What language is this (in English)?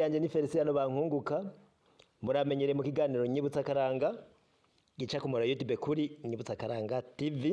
Rundi